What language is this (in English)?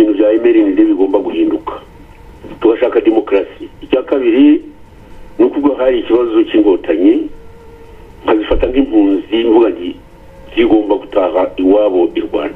Kinyarwanda